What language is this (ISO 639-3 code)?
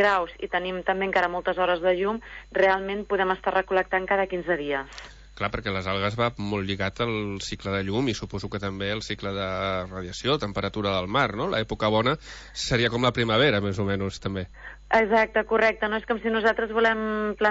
cat